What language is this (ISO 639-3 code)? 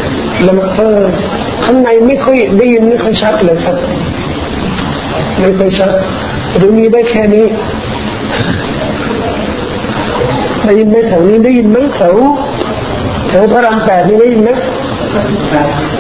tha